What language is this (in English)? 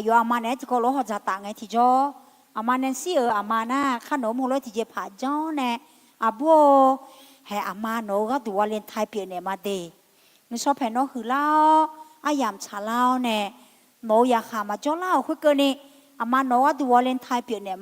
Akha